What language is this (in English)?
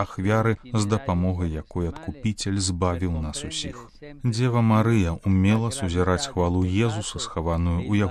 Belarusian